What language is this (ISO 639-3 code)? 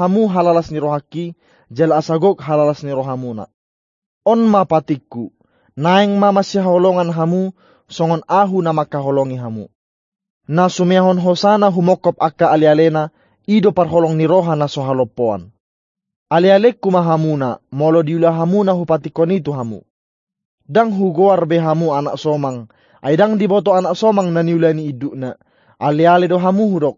bbc